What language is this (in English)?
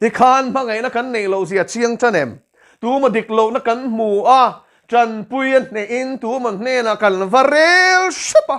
Mizo